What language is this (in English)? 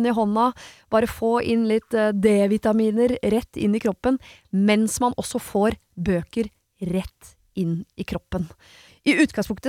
Norwegian